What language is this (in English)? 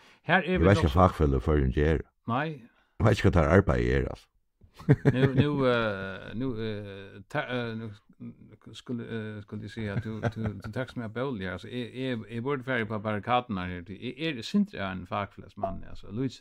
Faroese